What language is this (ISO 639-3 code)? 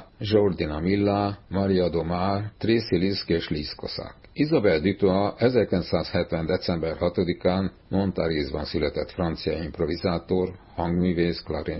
hun